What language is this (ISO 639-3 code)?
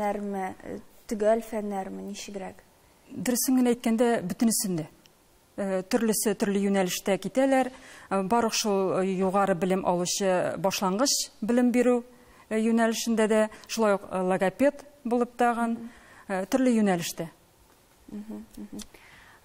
tat